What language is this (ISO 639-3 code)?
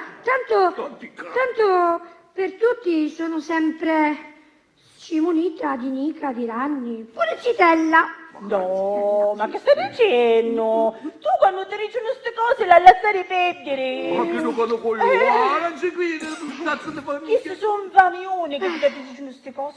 scn